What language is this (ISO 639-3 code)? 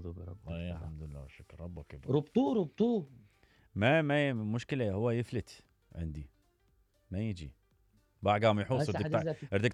acm